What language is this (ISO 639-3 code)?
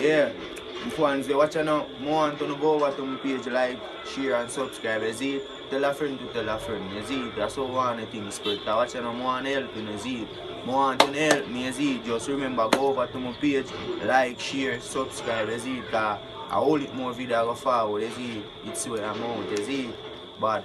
jam